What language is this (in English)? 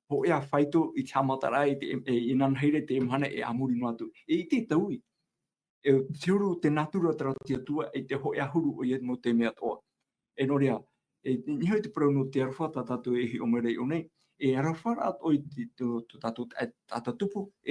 Tahitian